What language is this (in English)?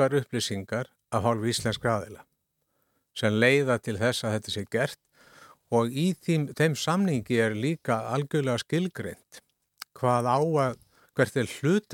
Icelandic